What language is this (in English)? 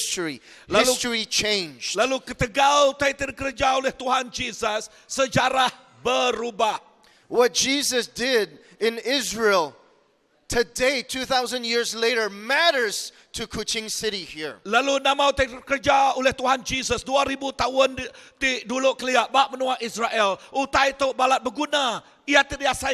Iban